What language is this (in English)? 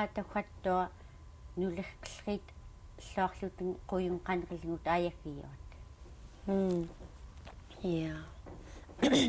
Central Yupik